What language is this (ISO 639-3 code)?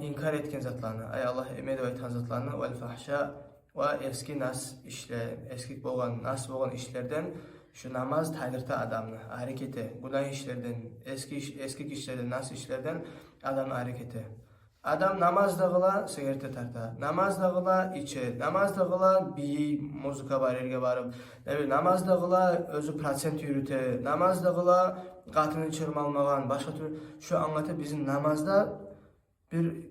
kum